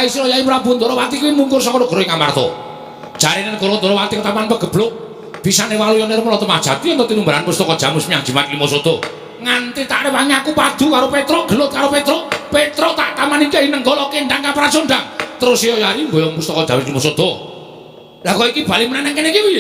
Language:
Javanese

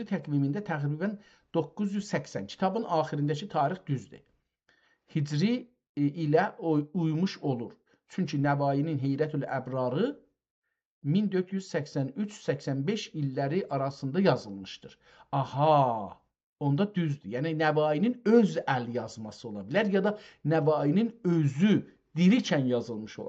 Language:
South Azerbaijani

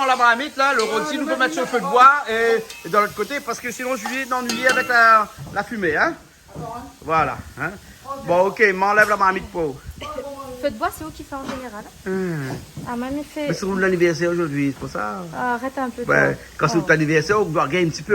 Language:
Réunion Creole French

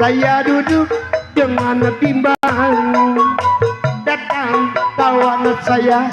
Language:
Betawi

